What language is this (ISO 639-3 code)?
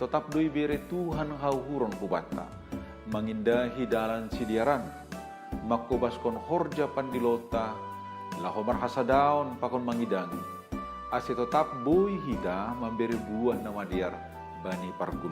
bts